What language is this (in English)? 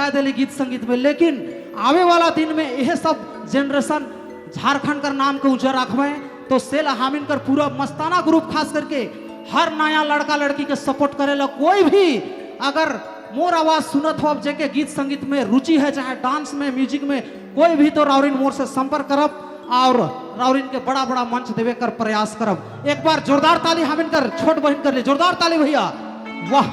Sadri